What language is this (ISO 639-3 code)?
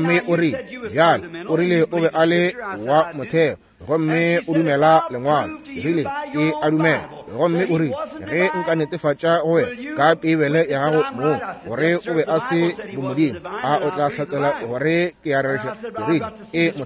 nso